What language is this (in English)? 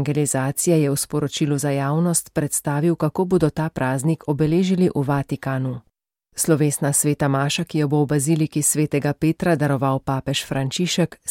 Slovenian